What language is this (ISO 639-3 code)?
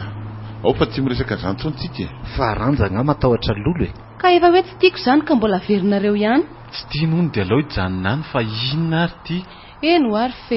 mlg